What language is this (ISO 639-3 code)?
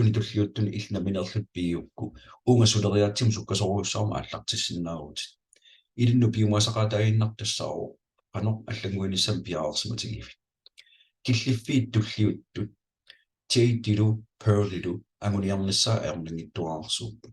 kal